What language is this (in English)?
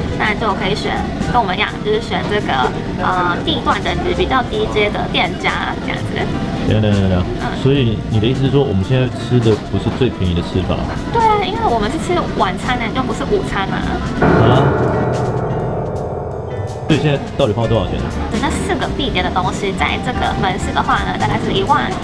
Chinese